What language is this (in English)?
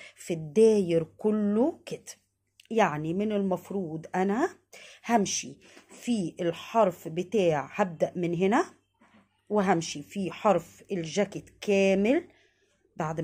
Egyptian Arabic